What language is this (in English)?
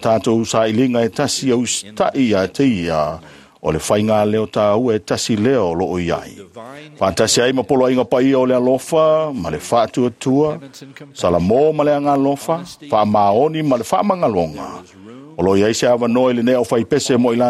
Samoan